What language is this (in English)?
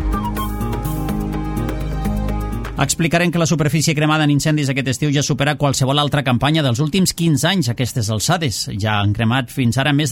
Catalan